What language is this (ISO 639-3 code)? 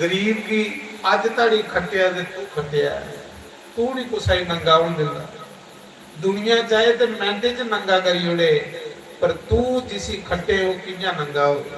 doi